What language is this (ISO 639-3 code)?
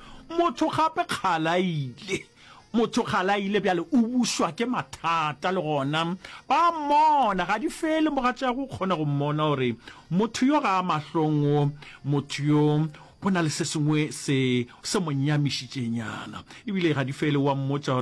nso